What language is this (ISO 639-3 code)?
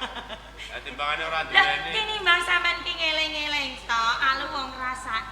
jav